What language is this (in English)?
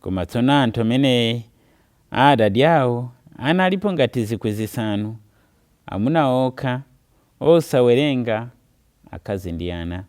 Nyanja